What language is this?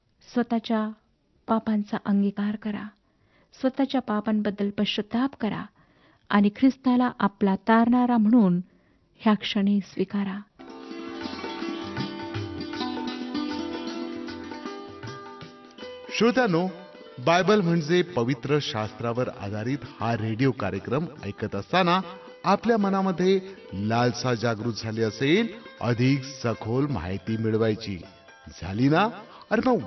Marathi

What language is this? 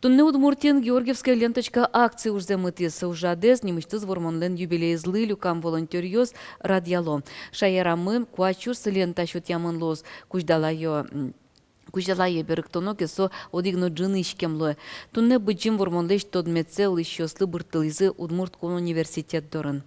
Udmurt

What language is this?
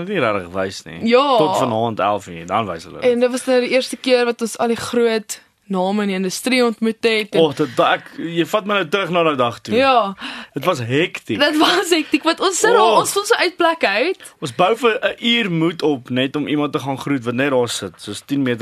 Afrikaans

